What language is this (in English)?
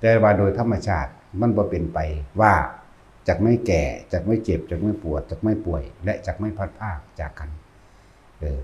Northeastern Thai